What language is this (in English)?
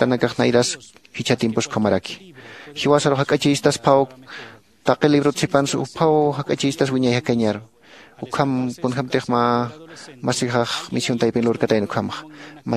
Aymara